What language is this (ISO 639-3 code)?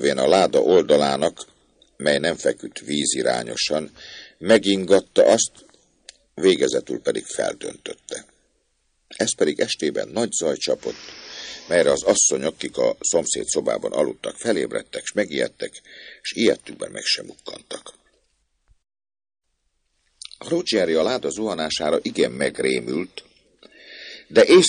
hun